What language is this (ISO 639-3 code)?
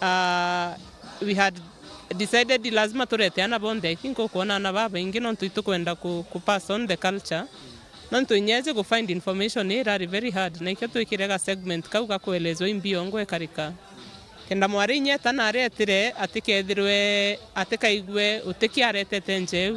mer